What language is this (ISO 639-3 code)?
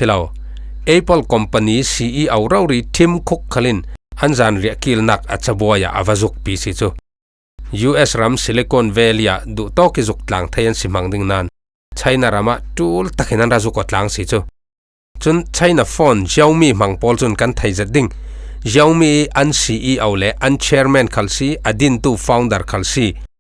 cfm